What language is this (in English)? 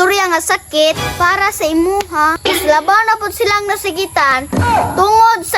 Cebuano